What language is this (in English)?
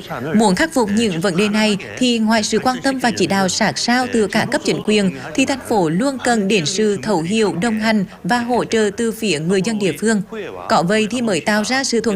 Vietnamese